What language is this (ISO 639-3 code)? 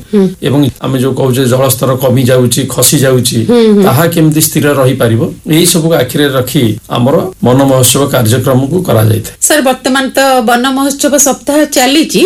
ori